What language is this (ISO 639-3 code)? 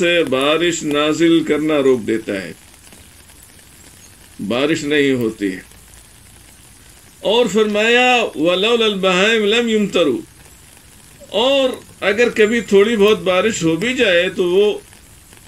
urd